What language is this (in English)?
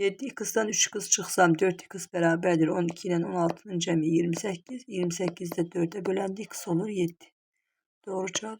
Azerbaijani